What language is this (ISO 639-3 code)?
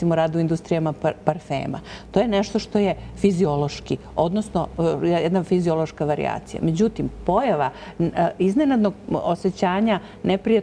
srp